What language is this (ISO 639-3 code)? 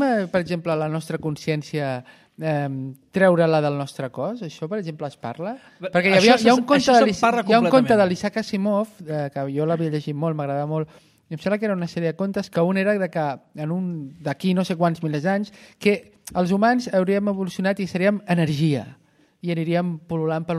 cat